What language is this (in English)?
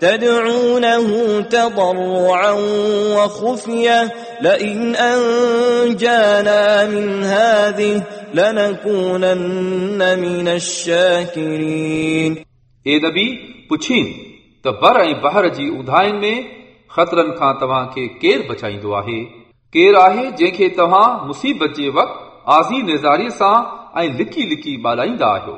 Sindhi